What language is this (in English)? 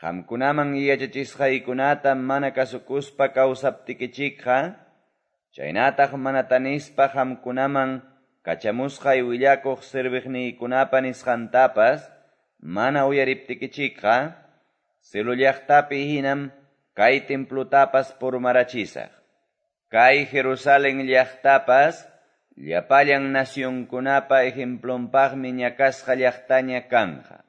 Quechua